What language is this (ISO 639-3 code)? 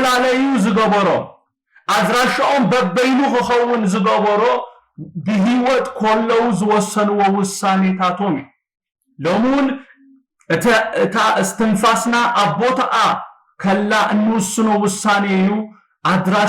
tir